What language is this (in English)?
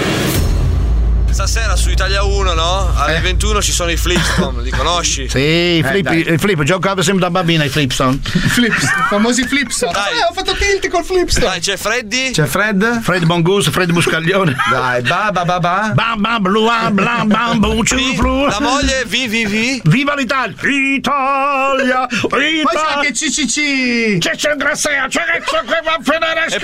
Italian